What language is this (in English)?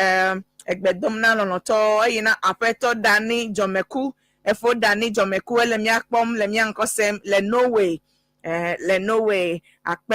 Ewe